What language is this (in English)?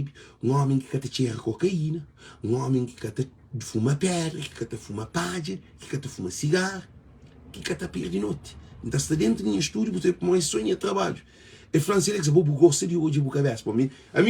Kabuverdianu